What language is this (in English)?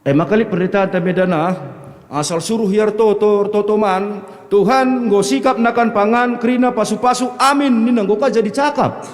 Batak Karo